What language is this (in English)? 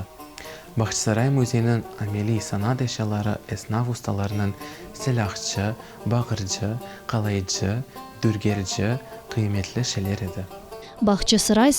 Crimean Tatar